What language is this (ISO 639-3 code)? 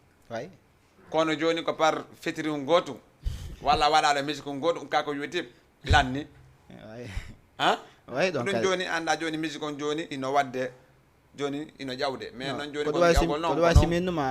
ful